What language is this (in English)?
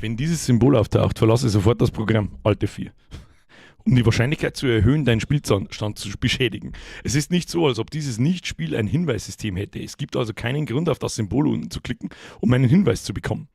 Bavarian